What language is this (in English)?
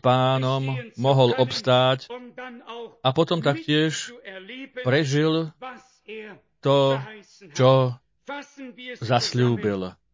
Slovak